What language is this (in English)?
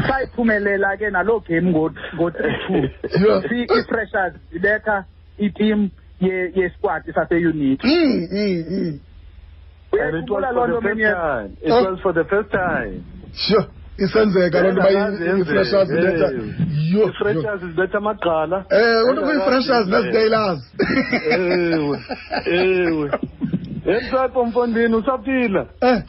Xhosa